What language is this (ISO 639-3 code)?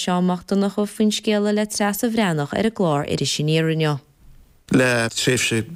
gle